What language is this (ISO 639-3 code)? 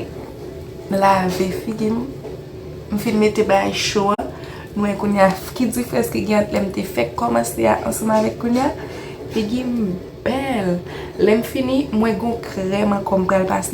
hat